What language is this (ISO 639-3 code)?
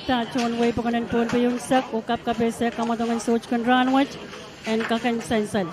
pon